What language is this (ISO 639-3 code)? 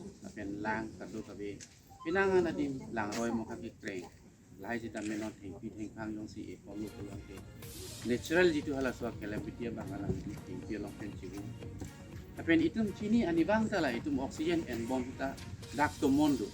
mjw